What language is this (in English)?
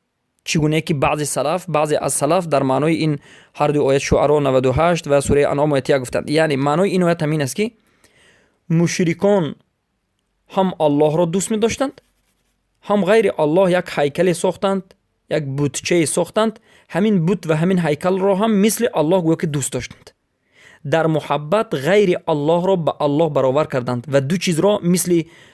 Persian